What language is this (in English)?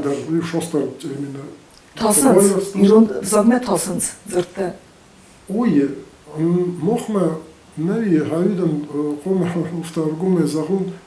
Ossetic